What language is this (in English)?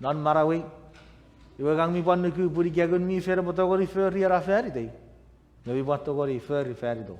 Chuukese